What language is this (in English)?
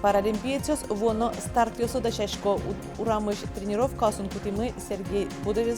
Udmurt